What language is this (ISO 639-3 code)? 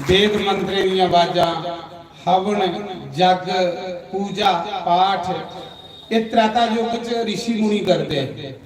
doi